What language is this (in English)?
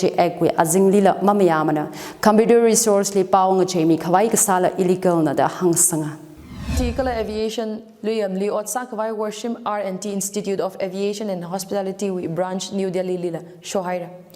Tangkhul Naga (India)